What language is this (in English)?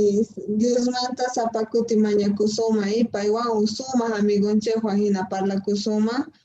Quechua